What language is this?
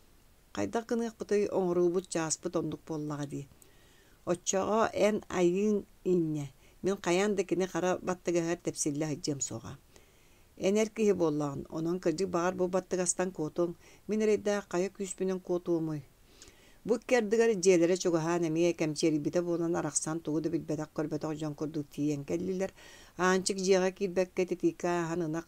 Yakut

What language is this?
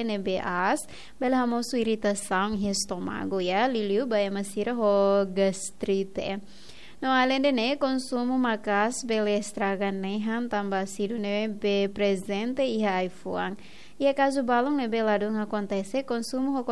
Tetum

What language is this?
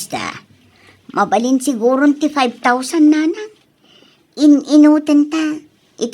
Iloko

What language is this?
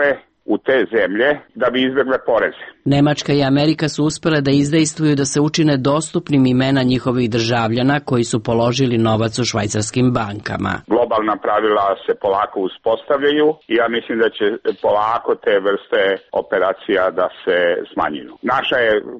Serbian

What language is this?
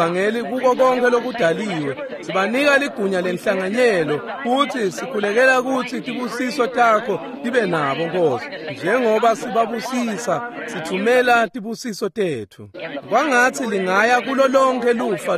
Swati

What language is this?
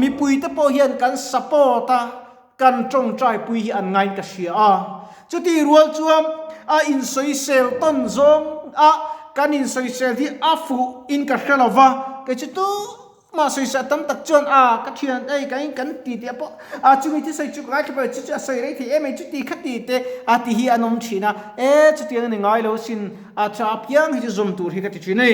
Mizo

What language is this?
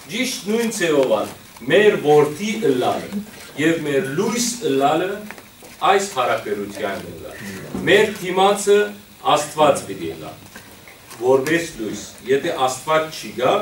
Western Armenian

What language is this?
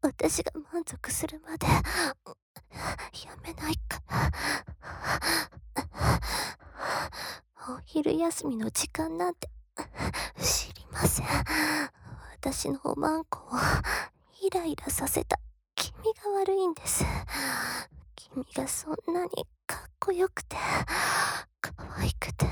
Japanese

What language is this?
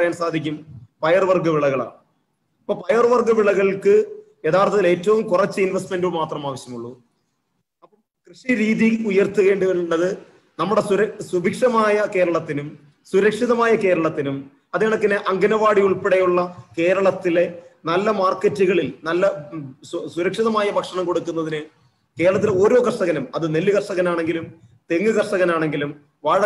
Malayalam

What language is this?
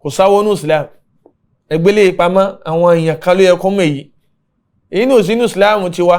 Yoruba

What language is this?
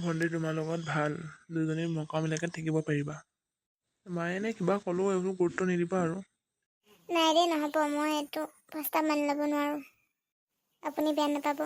Assamese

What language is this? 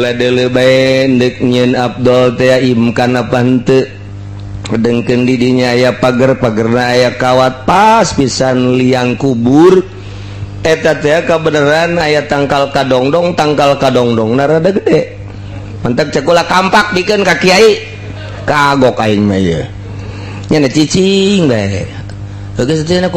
Sundanese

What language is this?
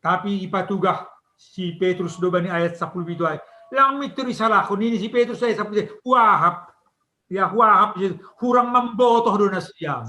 Batak Simalungun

